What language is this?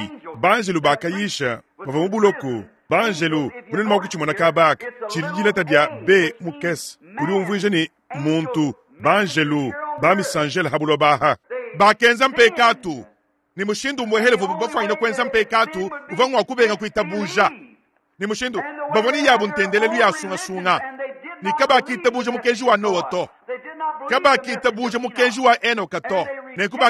Luba-Lulua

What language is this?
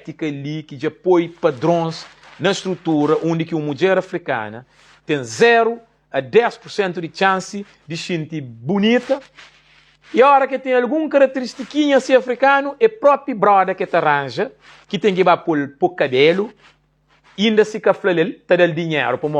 Kabuverdianu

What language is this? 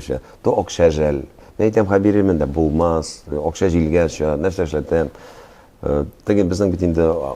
Tatar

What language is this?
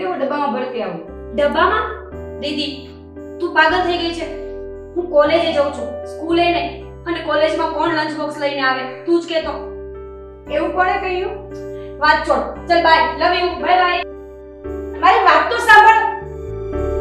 Gujarati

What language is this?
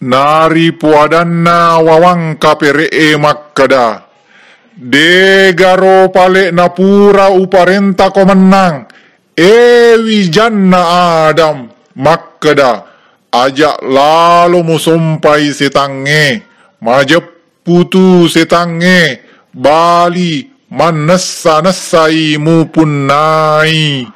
Buginese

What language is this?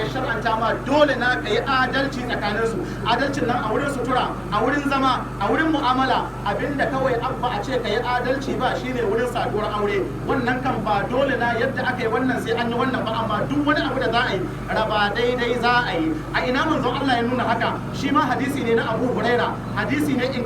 Hausa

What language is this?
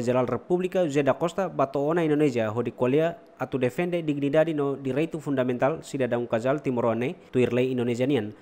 Tetum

